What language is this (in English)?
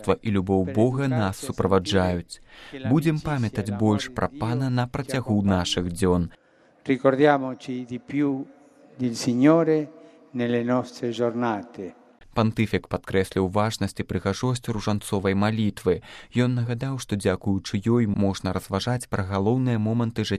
Belarusian